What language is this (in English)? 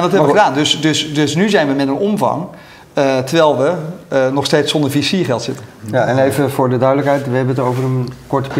Dutch